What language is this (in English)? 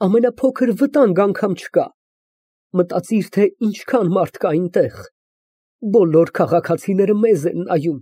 Armenian